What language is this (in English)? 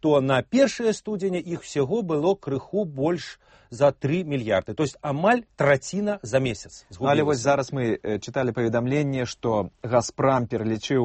Belarusian